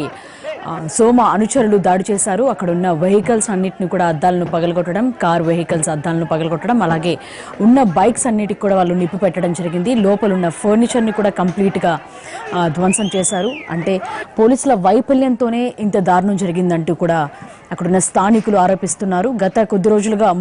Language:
Telugu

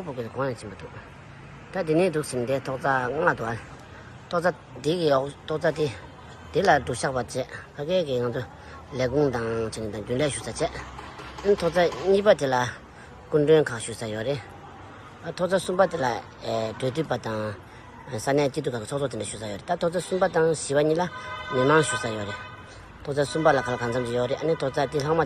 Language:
Tibetan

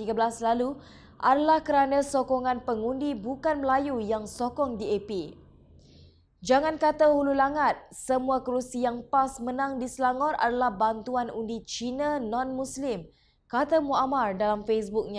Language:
Malay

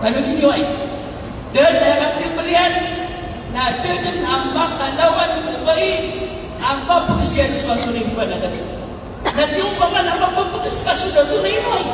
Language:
Maranao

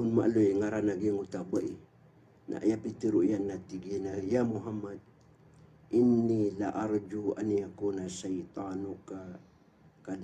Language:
Maranao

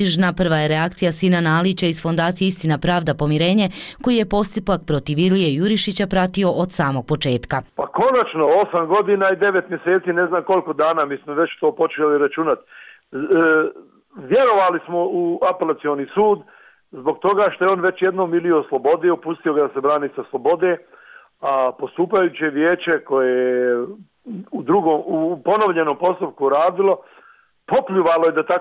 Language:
Bosnian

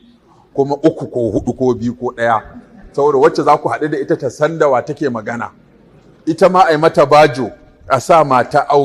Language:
Hausa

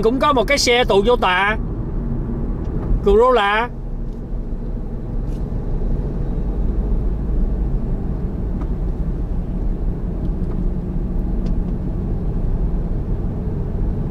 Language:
Vietnamese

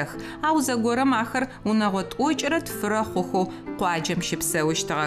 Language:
Adyghe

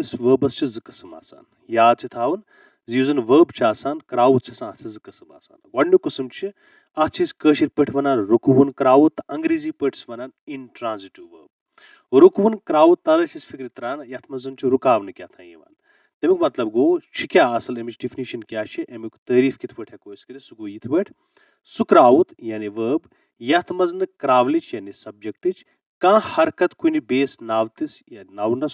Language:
Kashmiri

